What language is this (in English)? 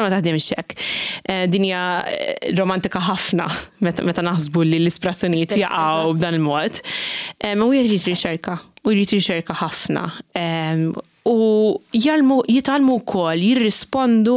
Maltese